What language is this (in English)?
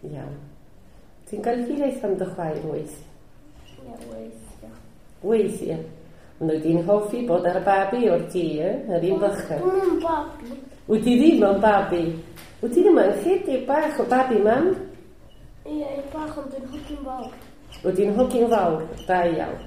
Welsh